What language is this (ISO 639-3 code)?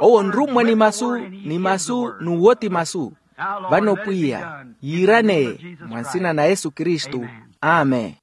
vmw